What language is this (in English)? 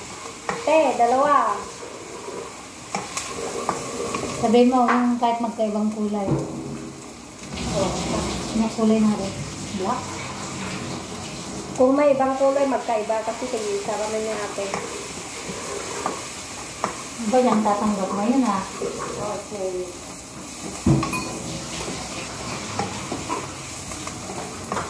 Filipino